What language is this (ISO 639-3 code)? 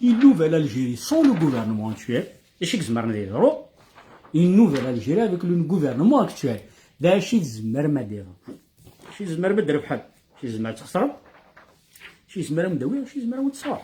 kab